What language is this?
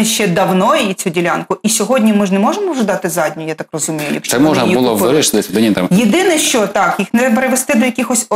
Ukrainian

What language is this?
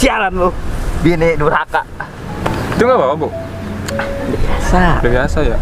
Betawi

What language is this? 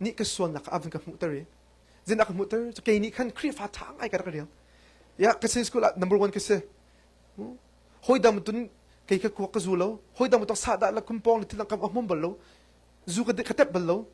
Hakha Chin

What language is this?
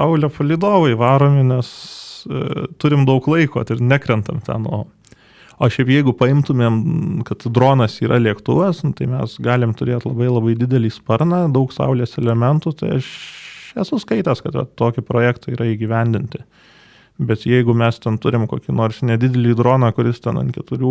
Lithuanian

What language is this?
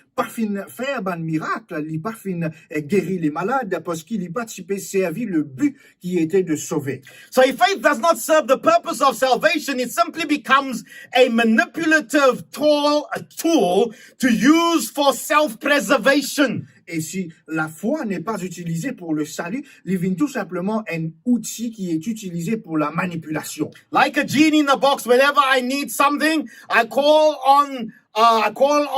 Morisyen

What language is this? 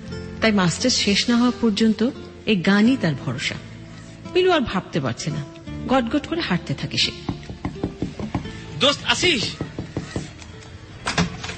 Bangla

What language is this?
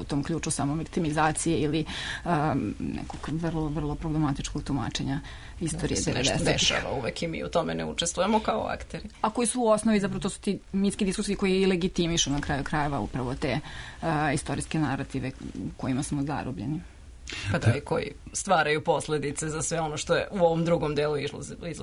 Serbian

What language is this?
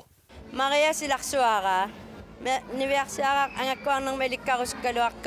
Kalaallisut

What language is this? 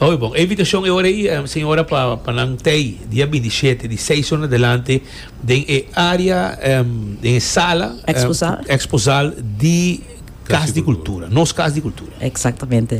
Papiamento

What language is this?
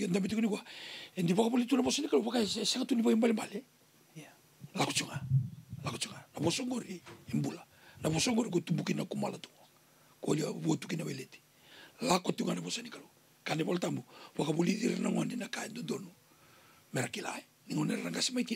Fijian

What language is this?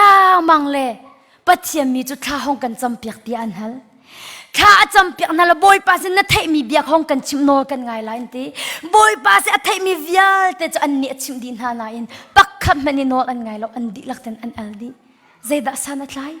Hakha Chin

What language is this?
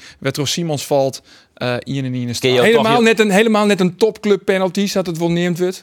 Western Frisian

